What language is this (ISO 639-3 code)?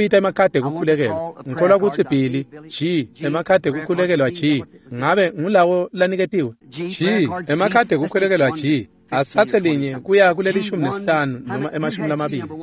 ssw